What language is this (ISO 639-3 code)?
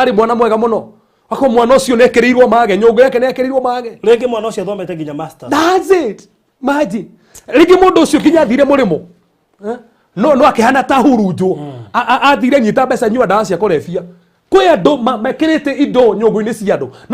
kik